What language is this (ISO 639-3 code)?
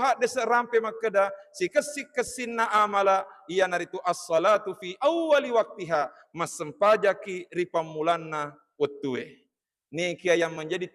bug